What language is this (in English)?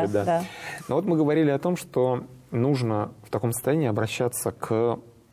Russian